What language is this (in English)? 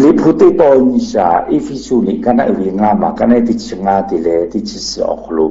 Lahu